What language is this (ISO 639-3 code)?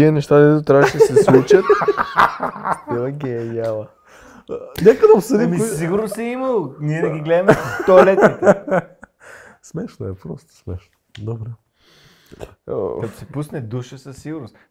bul